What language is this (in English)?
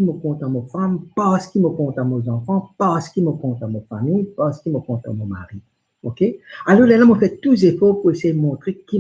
Morisyen